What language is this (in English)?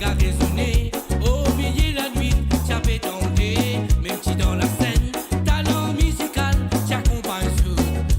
Morisyen